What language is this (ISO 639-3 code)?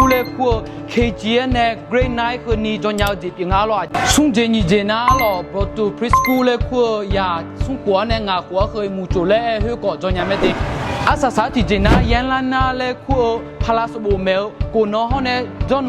ahk